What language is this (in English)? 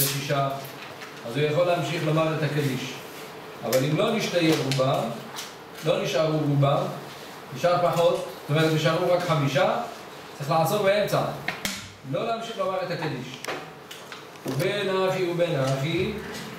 Hebrew